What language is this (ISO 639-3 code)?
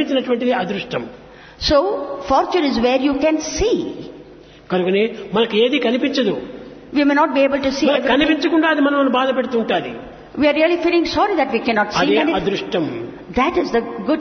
tel